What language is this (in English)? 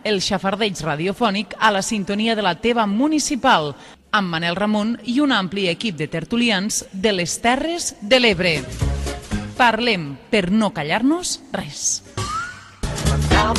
Catalan